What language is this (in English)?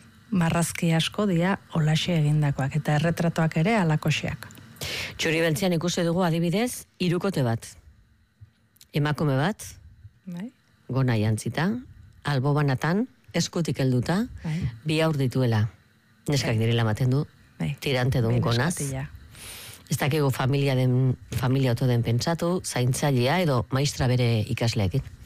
Basque